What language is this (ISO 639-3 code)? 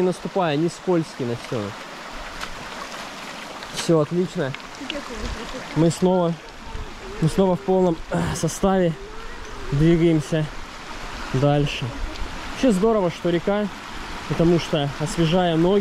rus